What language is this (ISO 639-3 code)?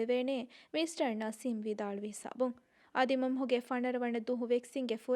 div